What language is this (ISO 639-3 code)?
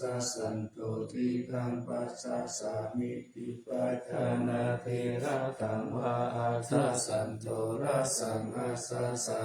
pli